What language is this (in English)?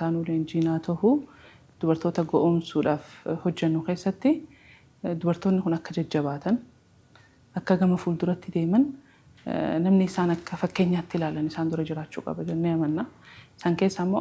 Oromo